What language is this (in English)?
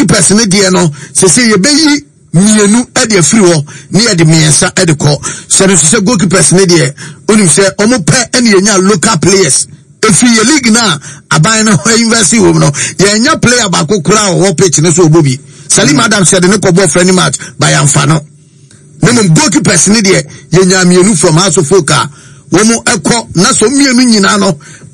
Akan